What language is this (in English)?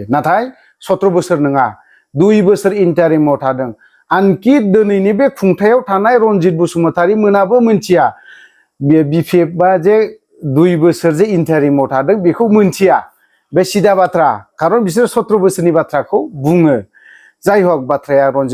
Bodo